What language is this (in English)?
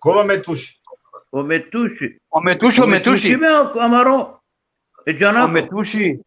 Balkan Romani